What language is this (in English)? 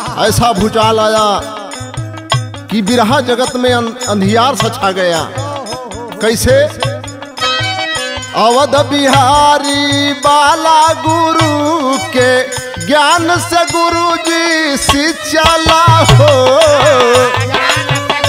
Bhojpuri